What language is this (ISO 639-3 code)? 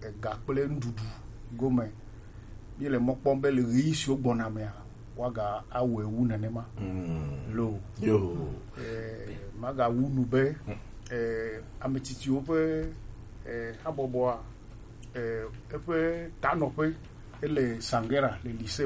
gej